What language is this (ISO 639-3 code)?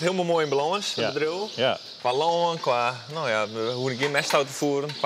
fry